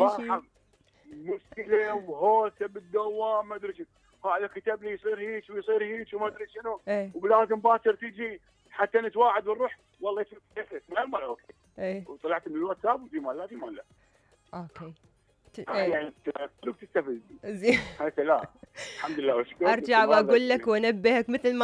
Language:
Mesopotamian Arabic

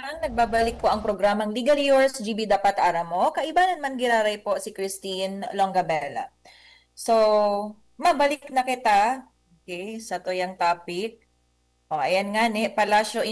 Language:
Bikol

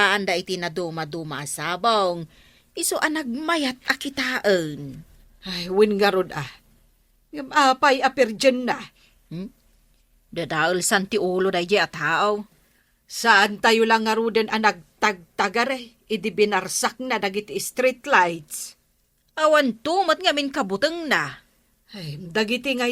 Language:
Iloko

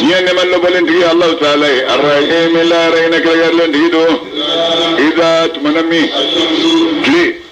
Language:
Bambara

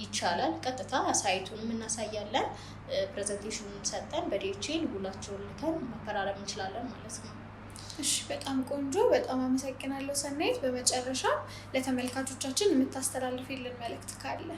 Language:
Amharic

